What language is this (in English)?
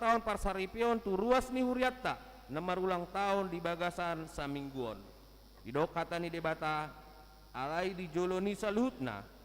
Batak Toba